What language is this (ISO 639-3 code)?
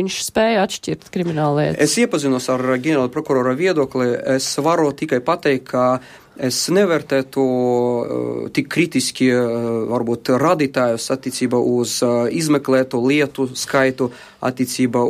lav